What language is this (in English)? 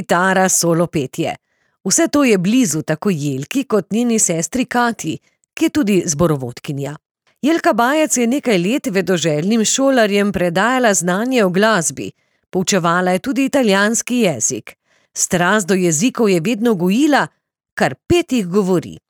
Slovenian